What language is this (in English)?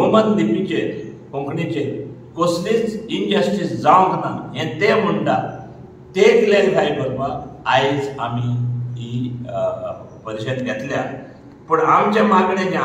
Konkani